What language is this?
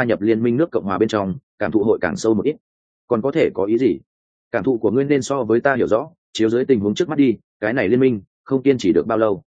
Vietnamese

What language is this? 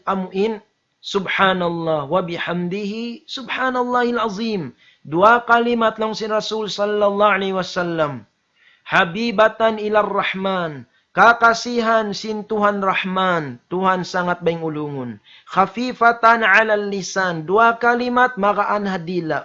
Tausug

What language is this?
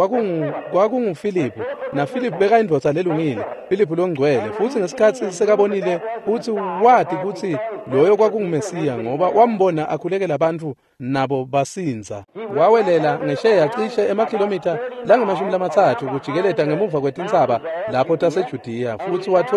Swati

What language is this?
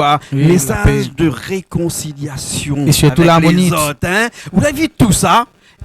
Réunion Creole French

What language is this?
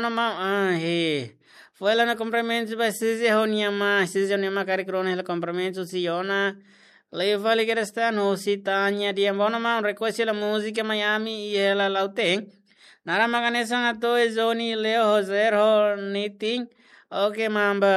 Tetum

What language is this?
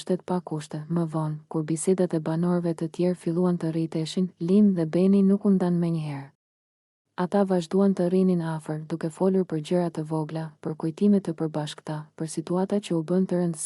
Albanian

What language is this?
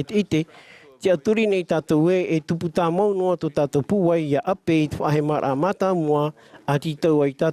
Tahitian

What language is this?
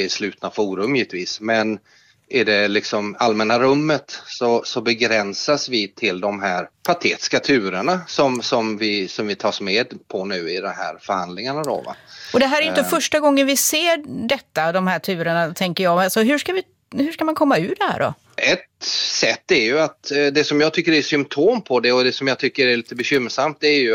Swedish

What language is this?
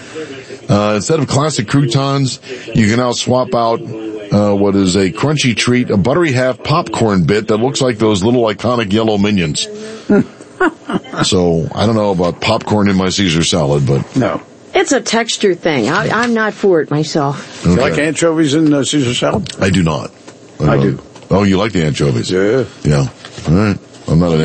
English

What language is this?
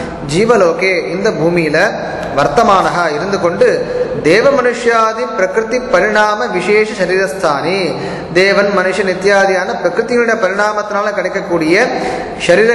Tamil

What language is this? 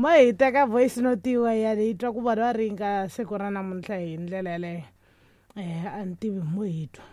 Tsonga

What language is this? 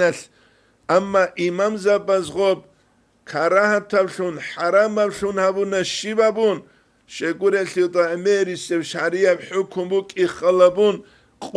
Avaric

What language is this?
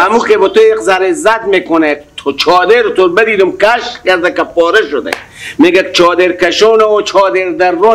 Persian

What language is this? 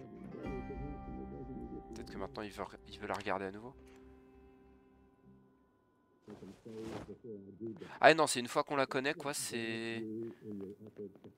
French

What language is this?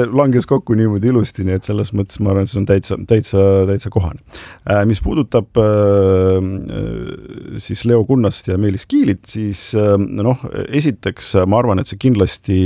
Estonian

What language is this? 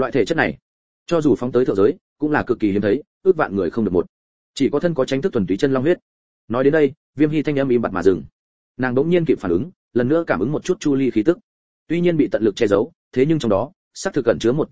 Vietnamese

